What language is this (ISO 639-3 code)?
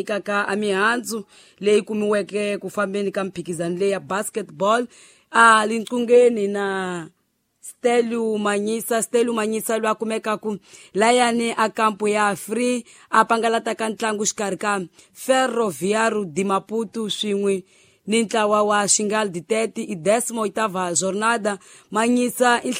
tso